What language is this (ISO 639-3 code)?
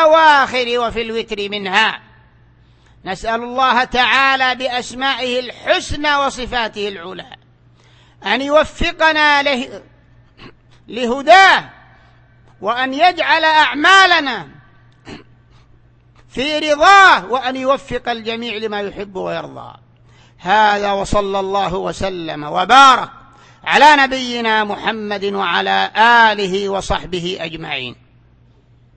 ara